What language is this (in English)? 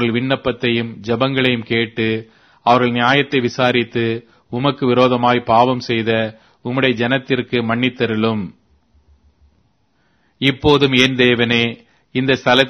Tamil